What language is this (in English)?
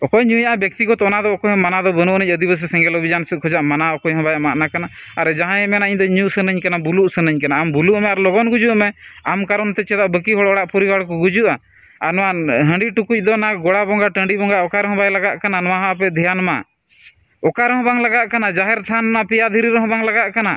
Santali